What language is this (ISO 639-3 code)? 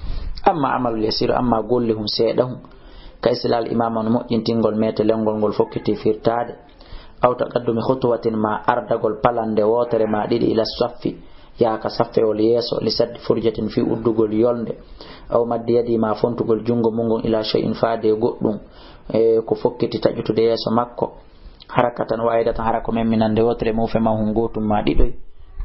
ful